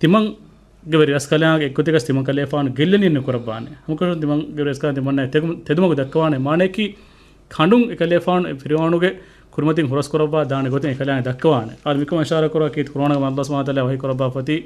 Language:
Divehi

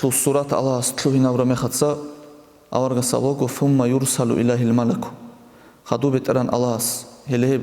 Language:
Avaric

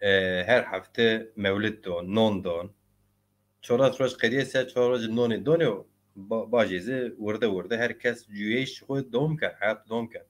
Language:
Zaza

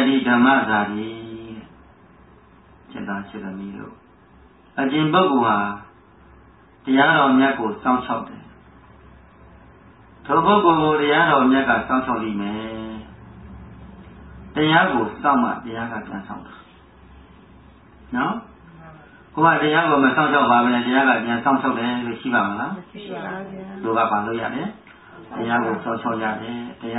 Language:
Burmese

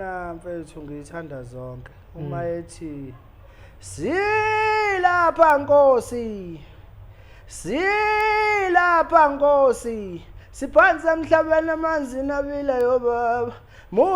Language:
Zulu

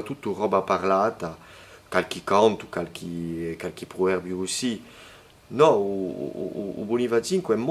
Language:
Corsican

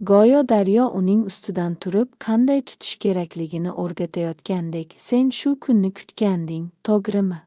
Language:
Uzbek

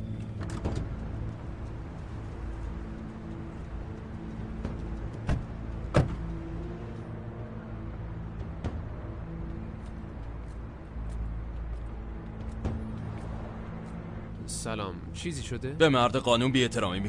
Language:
Persian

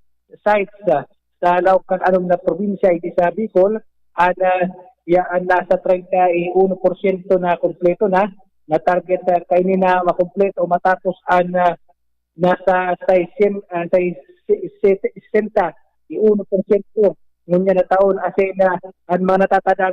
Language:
Bikol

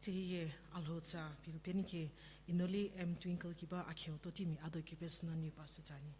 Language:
Sumi Naga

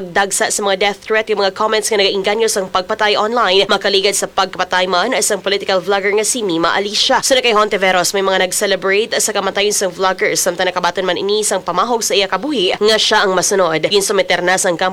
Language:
Hiligaynon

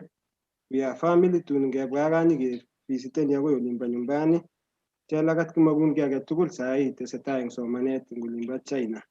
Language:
Kalenjin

